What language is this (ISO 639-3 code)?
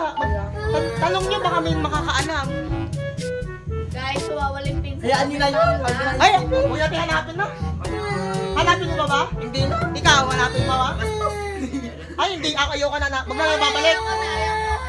fil